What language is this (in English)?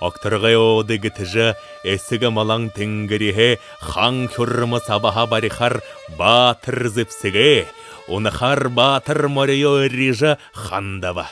Buriat